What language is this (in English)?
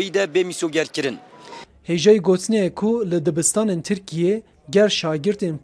Kurdish